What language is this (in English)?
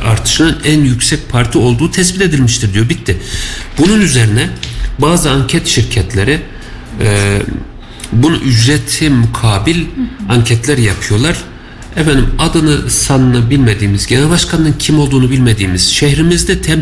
Turkish